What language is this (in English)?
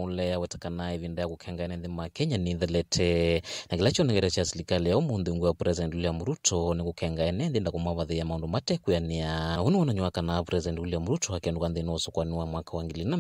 Kamba